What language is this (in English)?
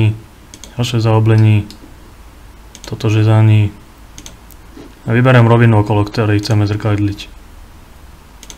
Slovak